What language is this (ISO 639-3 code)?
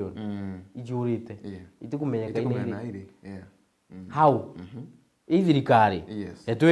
mer